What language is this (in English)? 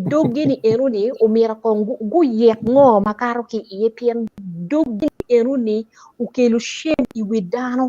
Acoli